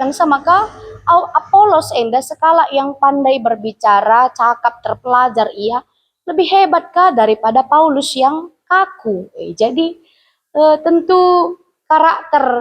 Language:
Batak Karo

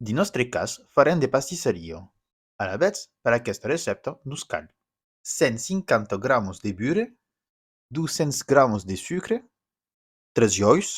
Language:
Occitan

